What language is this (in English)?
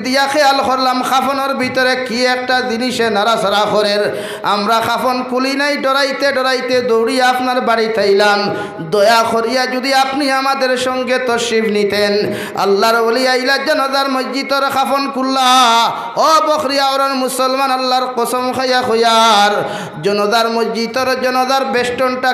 Sylheti